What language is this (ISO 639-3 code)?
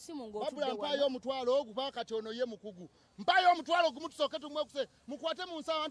lug